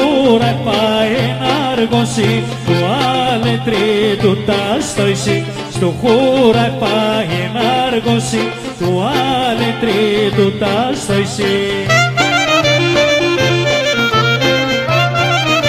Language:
Greek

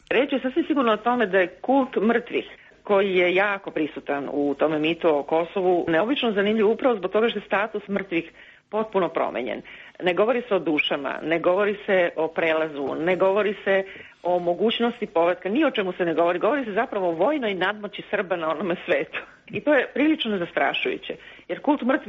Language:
Serbian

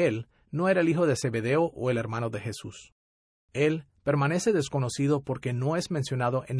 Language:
Spanish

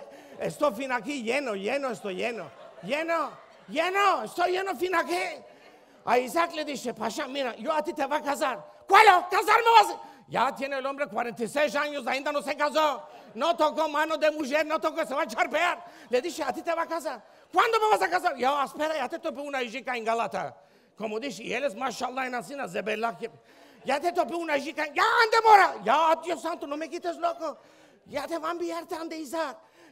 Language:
Ladino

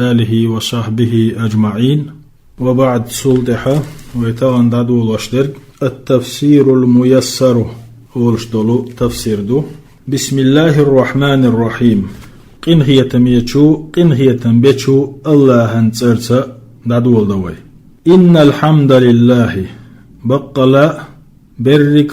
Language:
Chechen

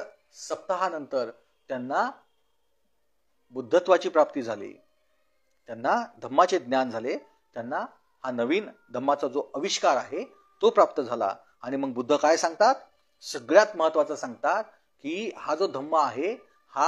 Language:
Marathi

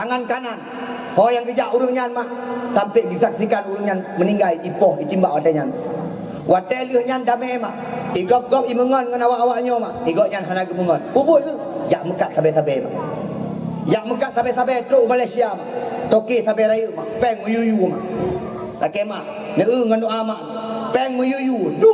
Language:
Achinese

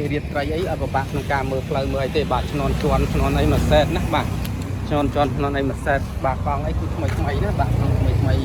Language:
Khmer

